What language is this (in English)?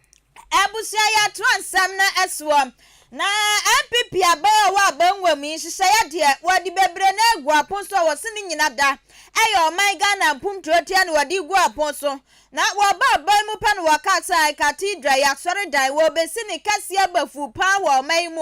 Akan